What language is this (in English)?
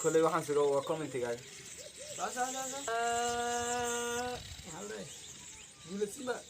Somali